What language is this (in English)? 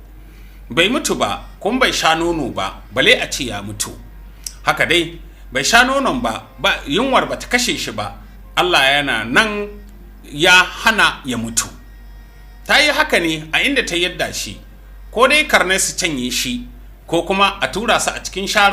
Hausa